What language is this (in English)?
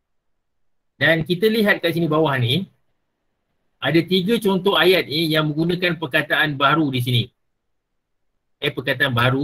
Malay